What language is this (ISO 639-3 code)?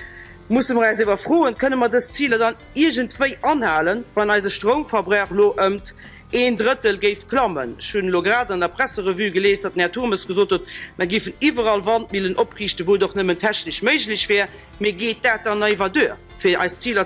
ltz